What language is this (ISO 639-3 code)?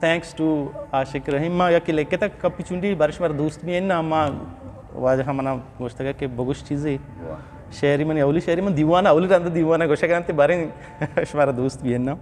bgp